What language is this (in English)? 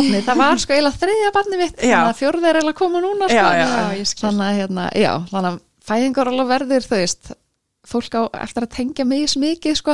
Icelandic